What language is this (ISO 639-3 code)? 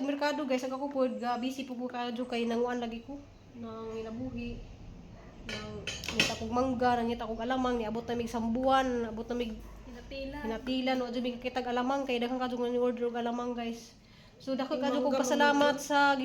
ceb